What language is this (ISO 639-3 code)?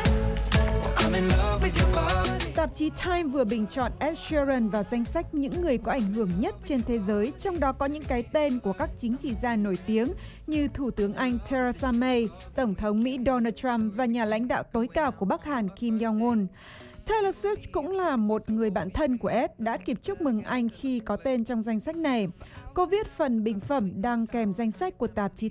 vie